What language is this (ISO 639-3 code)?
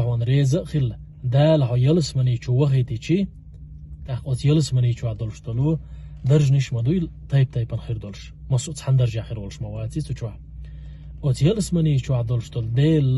che